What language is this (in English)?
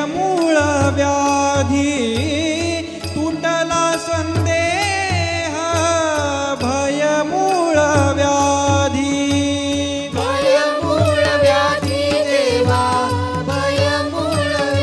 Marathi